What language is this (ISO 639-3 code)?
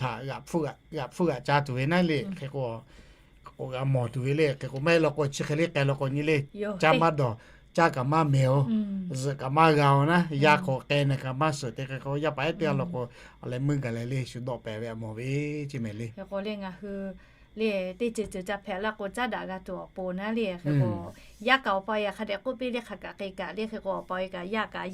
lhu